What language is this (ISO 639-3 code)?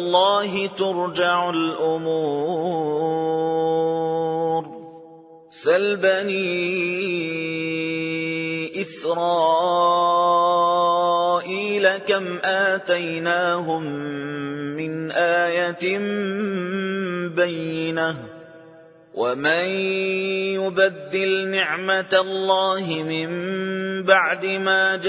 ara